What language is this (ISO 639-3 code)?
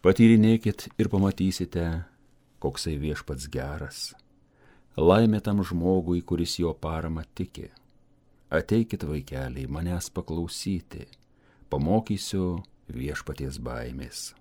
lit